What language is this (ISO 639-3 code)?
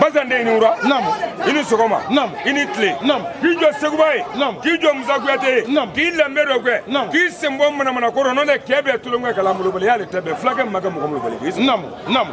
bam